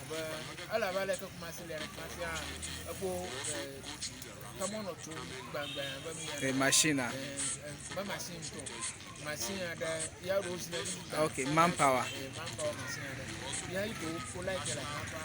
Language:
Ewe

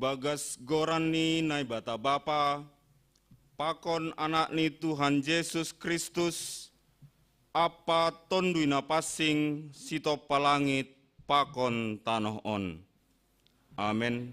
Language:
Batak Simalungun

